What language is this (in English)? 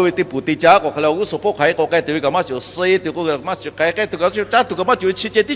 Lahu